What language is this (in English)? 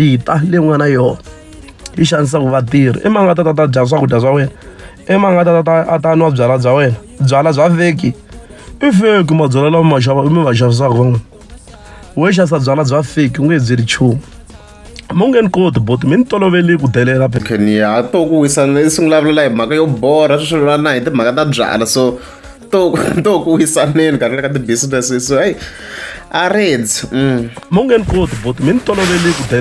Tsonga